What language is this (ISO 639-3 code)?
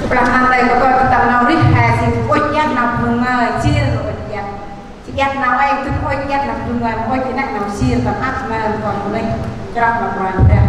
cmo